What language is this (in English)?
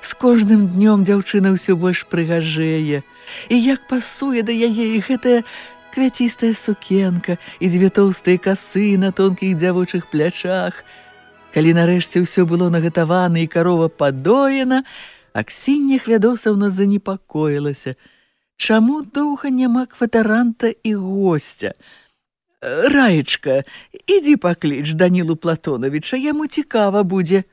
Belarusian